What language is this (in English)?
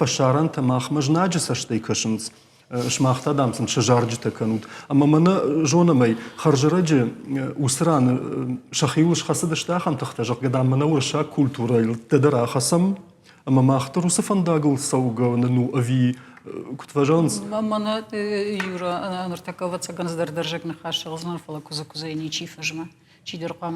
Ossetic